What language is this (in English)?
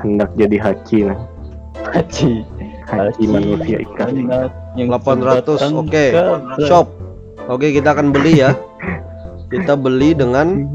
Banjar